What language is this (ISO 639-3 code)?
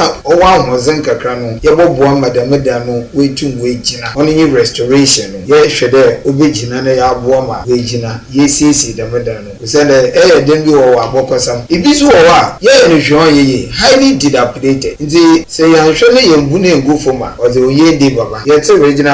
aka